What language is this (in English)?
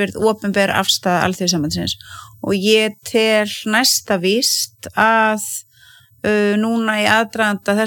Icelandic